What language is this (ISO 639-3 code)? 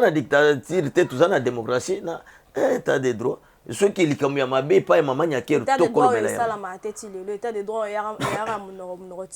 lin